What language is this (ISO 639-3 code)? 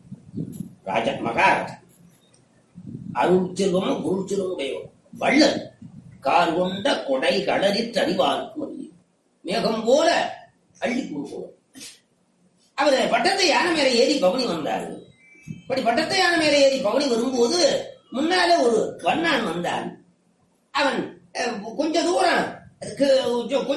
tam